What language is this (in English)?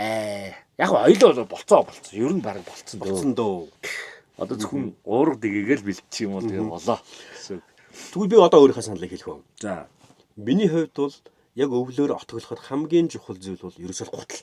Mongolian